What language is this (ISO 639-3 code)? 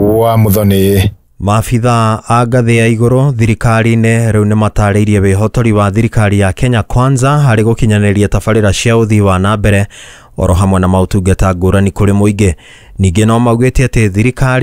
kik